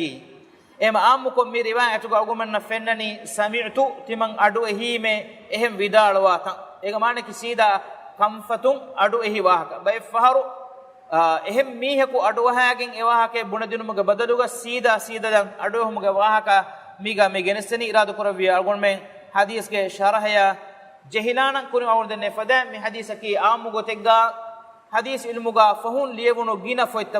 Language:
Divehi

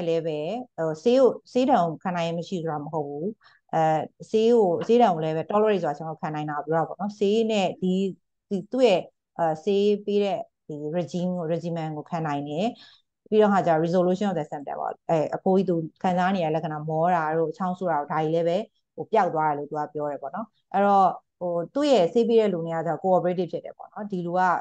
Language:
Burmese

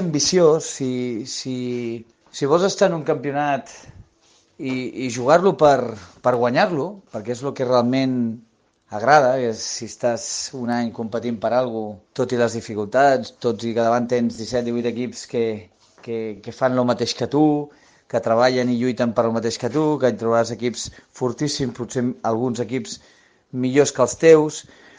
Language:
Catalan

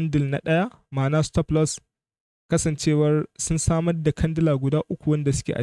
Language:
Hausa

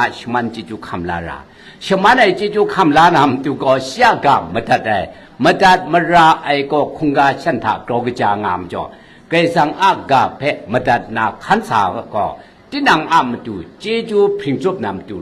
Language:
Kachin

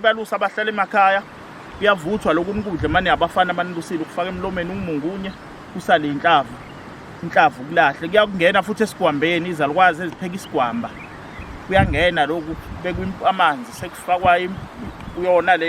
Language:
Zulu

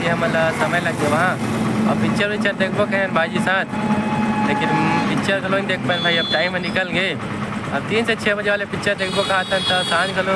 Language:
Chhattisgarhi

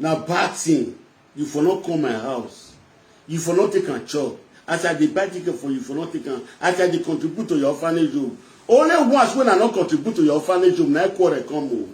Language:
Nigerian Pidgin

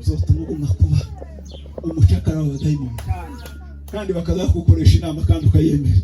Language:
Kinyarwanda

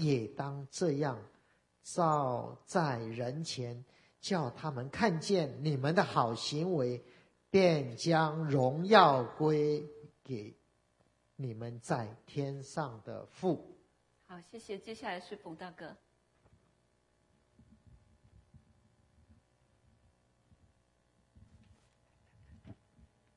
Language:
Chinese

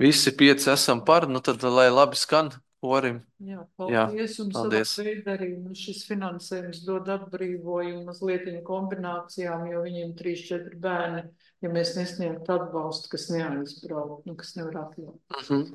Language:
Latvian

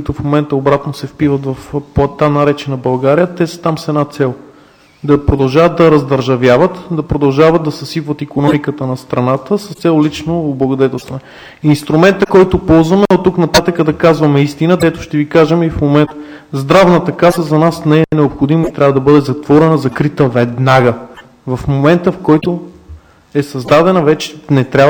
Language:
Bulgarian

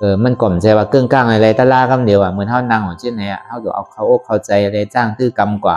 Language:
Shan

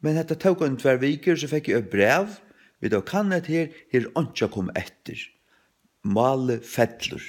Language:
Faroese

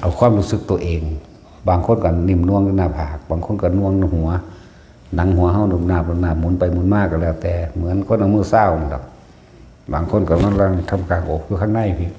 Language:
Northeastern Thai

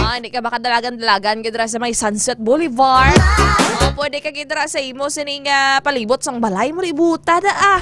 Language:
Hiligaynon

